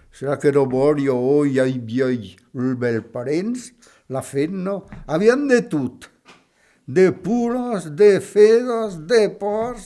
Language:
Occitan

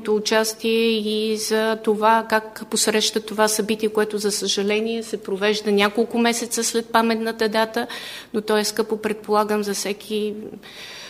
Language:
Bulgarian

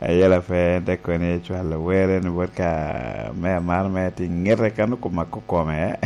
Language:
Lango (Uganda)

